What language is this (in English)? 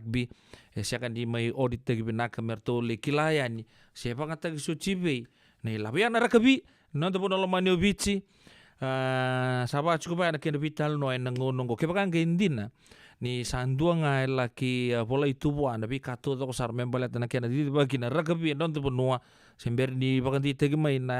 Fijian